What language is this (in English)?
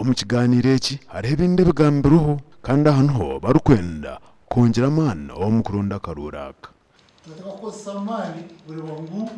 Nyankole